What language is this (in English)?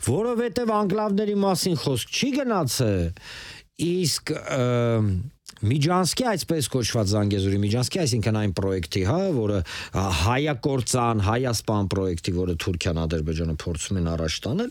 Armenian